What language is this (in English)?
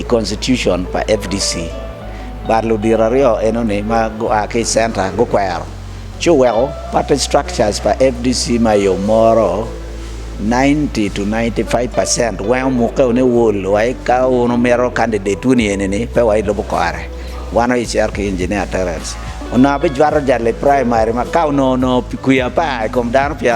Acoli